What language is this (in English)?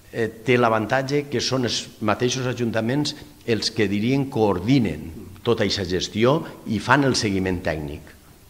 Catalan